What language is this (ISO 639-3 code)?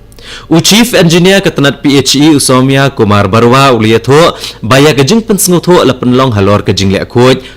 kha